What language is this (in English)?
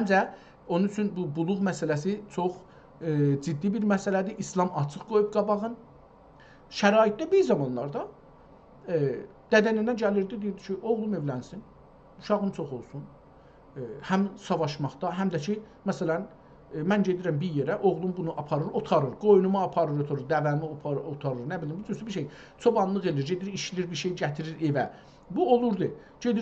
South Azerbaijani